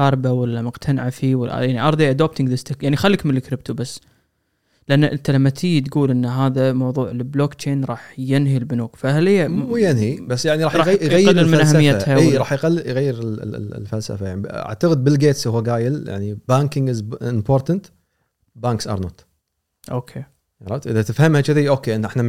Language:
Gulf Arabic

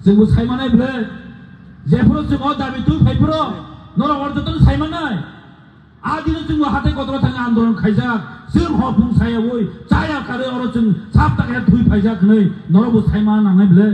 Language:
Kok Borok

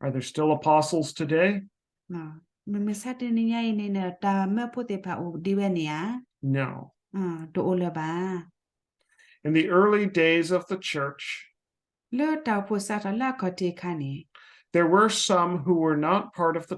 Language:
S'gaw Karen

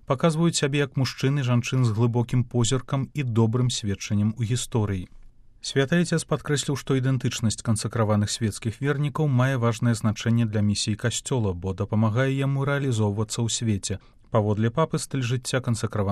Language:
Belarusian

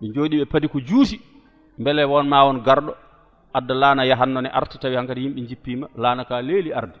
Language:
Fula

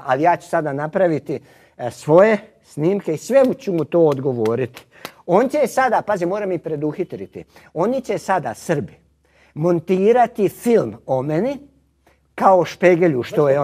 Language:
Croatian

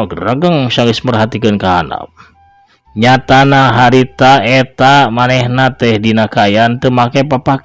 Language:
Sundanese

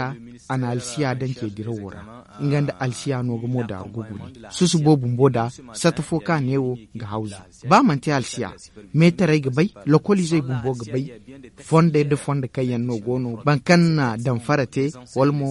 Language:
Zarma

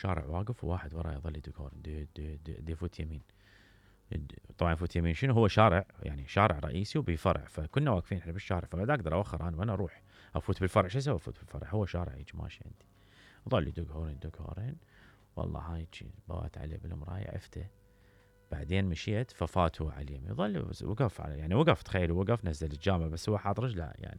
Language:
Mesopotamian Arabic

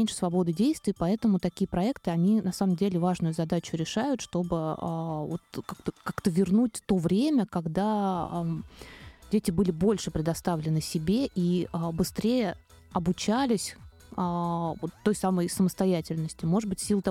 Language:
Russian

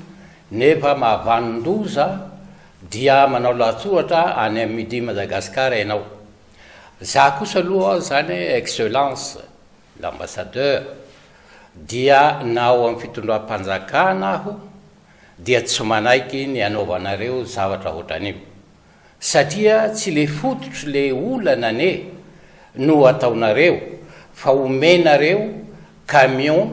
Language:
Malagasy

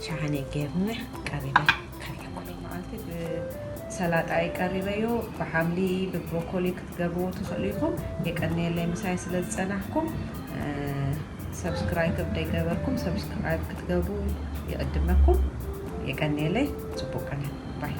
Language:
Tigrinya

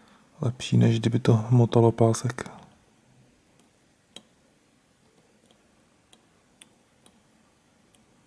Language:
Czech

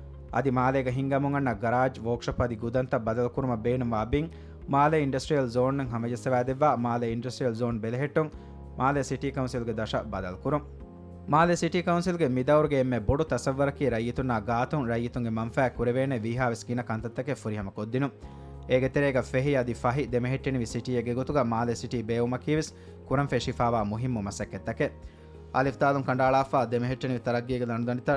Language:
Divehi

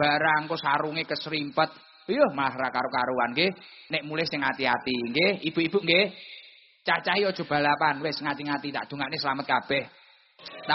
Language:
Javanese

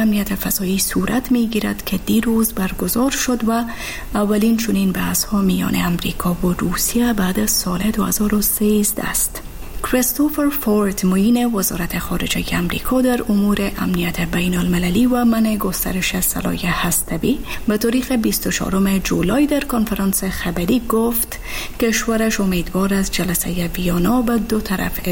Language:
Persian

